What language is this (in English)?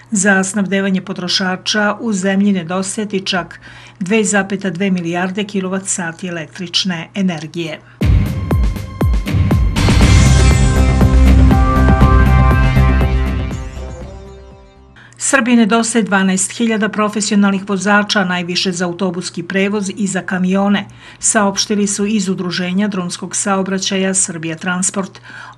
Serbian